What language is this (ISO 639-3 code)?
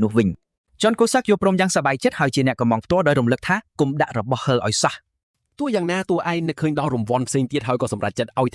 khm